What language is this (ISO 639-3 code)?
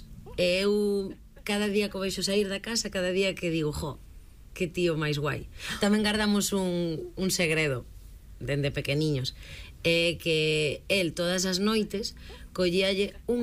glg